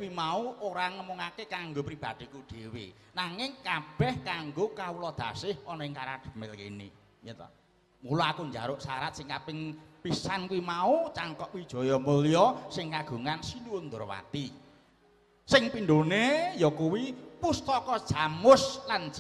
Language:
Javanese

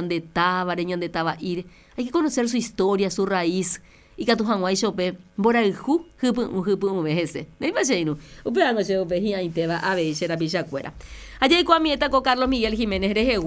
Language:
Guarani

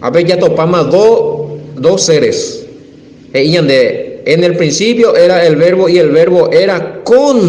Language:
Guarani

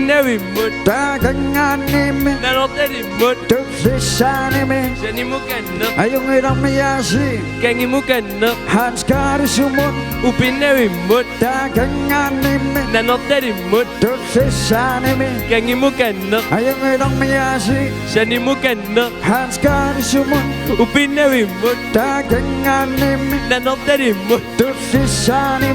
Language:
Kalaallisut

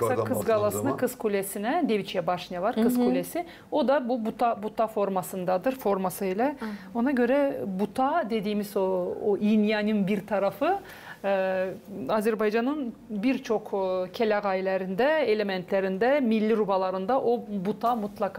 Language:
Gagauz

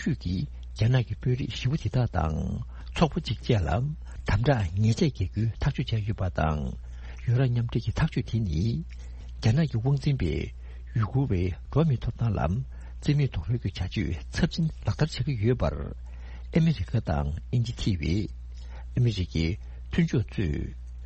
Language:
Tibetan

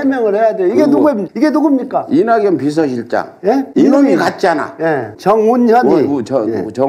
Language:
Korean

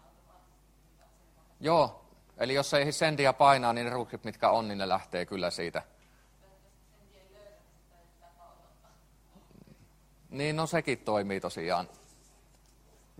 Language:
Finnish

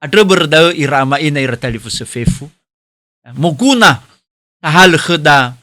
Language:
Nias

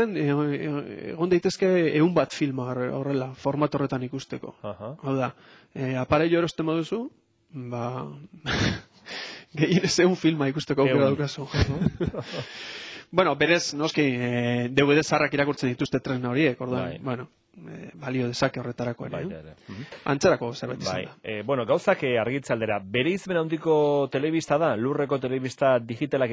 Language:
Basque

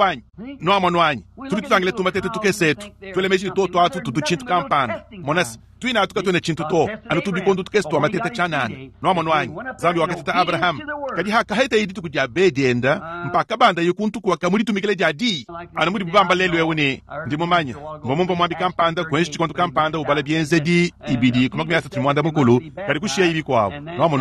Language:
Luba-Lulua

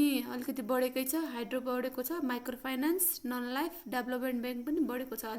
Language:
Nepali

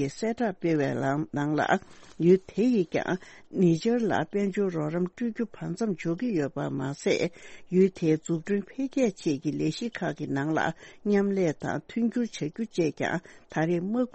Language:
Tibetan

